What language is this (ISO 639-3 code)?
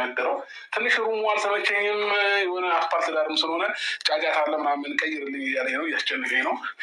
amh